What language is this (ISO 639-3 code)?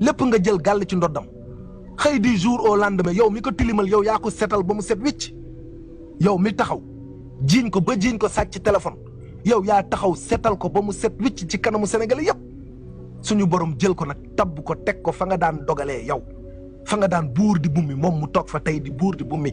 wol